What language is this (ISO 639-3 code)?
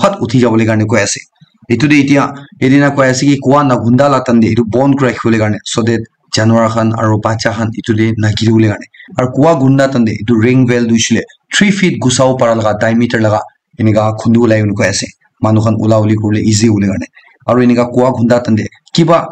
nag